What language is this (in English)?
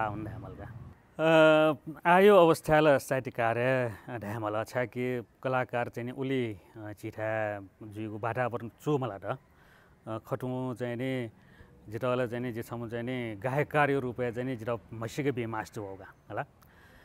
Newari